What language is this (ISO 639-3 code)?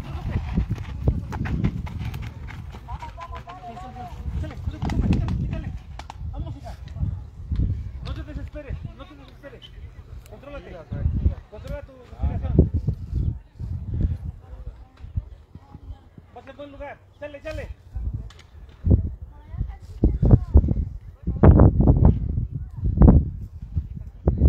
spa